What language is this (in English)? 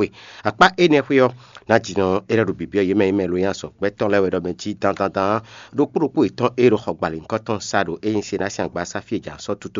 Fon